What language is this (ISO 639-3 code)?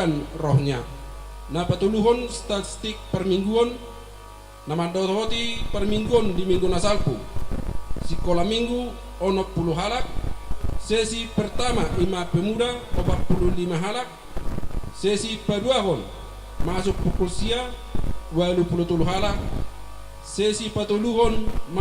bbc